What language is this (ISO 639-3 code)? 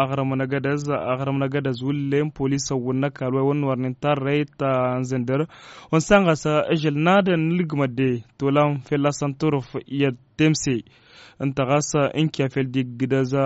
taq